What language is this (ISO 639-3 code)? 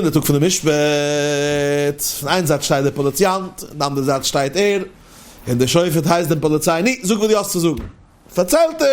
yid